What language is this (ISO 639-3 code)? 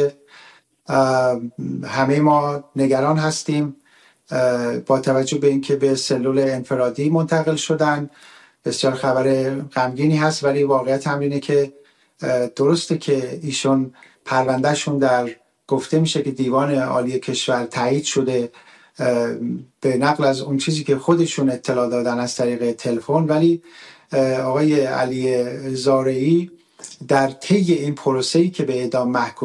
fas